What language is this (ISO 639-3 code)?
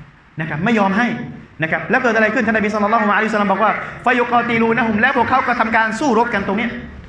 tha